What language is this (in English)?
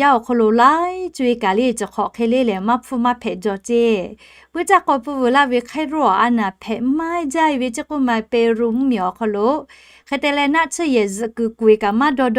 Lahu